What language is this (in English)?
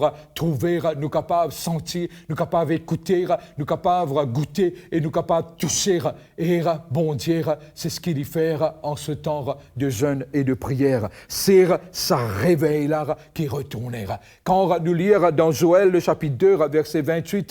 Morisyen